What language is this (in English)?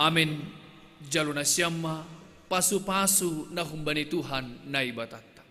Batak Simalungun